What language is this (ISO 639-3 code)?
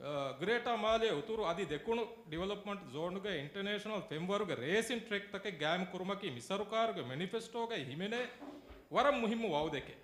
div